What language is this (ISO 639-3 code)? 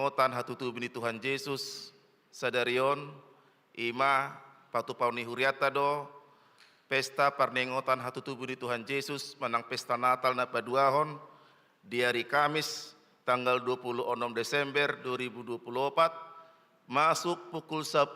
bbc